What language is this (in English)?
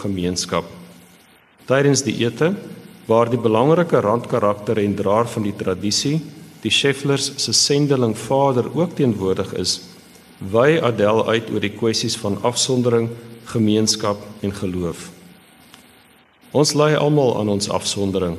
Afrikaans